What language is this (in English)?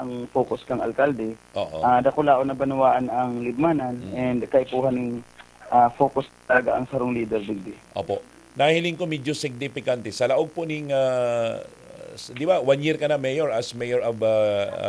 Bikol